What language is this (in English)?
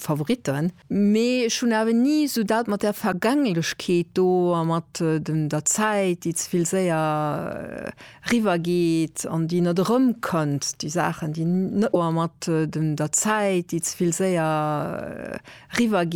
Luxembourgish